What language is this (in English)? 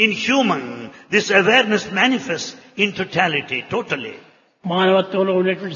Telugu